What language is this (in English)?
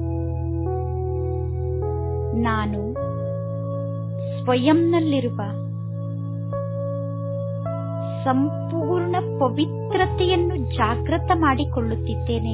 Kannada